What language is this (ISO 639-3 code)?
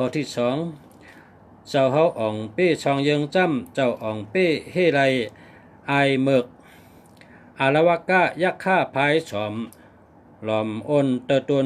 shn